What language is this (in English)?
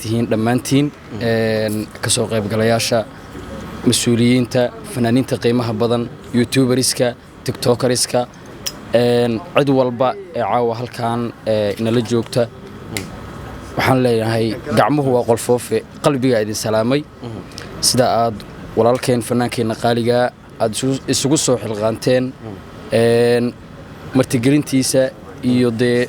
Somali